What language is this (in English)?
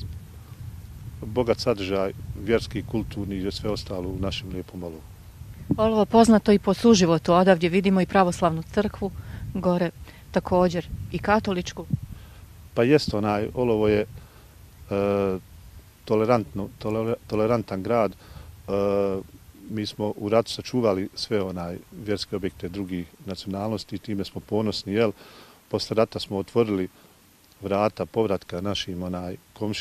Bosnian